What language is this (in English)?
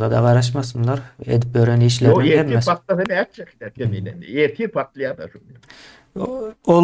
Turkmen